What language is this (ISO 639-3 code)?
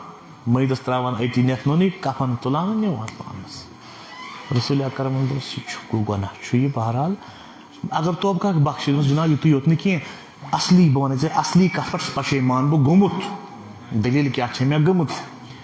kas